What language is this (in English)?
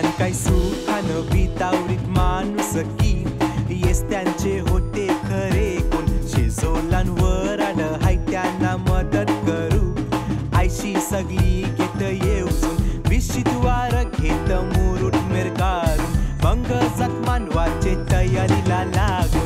Marathi